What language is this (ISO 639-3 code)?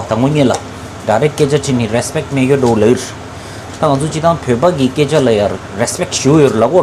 bod